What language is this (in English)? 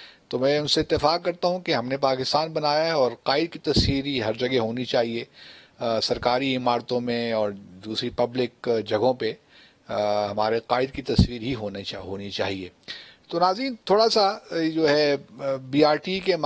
Urdu